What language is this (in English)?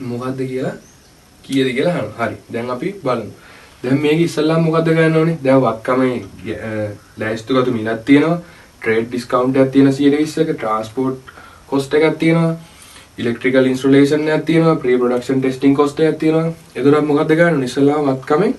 Sinhala